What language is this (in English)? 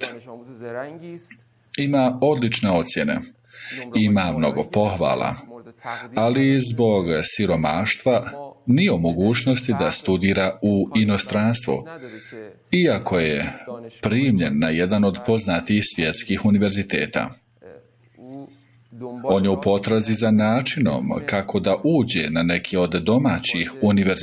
Bosnian